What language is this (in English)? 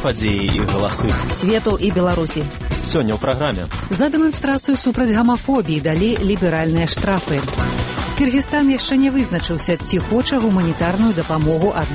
Belarusian